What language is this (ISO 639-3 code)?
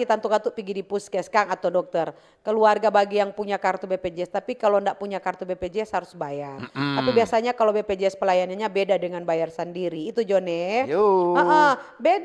xmm